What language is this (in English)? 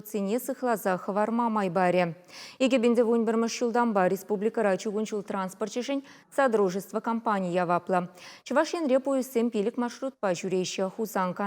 Chuvash